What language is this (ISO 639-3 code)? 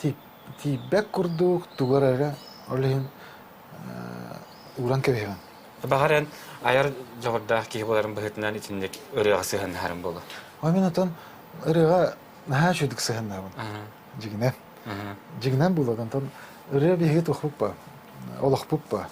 sah